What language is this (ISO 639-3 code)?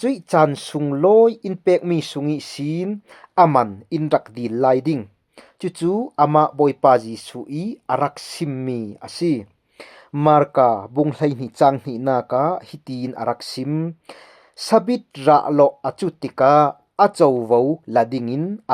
cfm